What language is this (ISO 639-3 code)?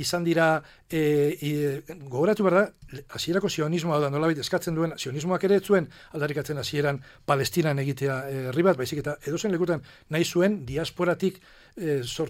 eus